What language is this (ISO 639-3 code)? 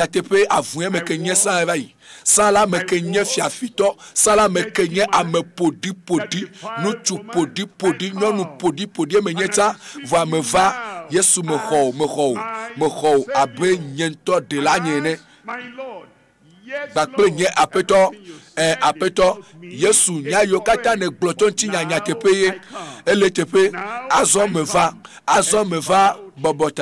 ewe